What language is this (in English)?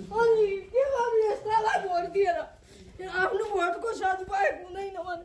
Nepali